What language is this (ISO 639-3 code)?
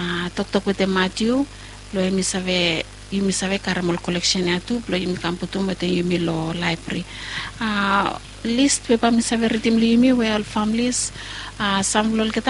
bis